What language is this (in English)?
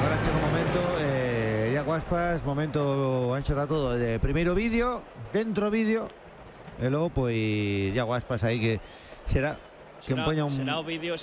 Galician